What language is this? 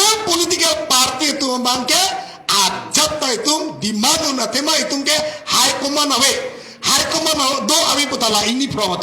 Karbi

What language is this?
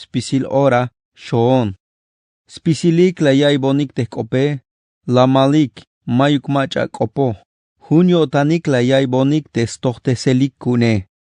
Tzeltal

